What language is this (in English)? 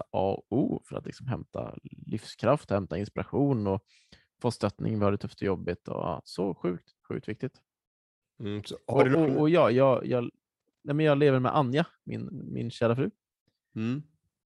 Swedish